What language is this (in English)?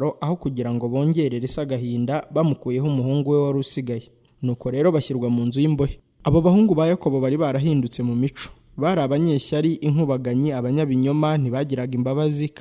Kinyarwanda